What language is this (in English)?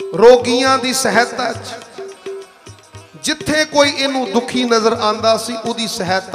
Punjabi